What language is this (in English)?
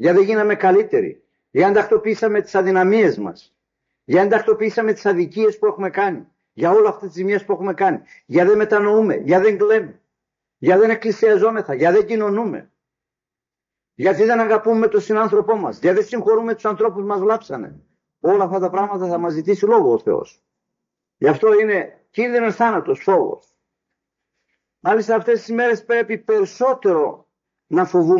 Greek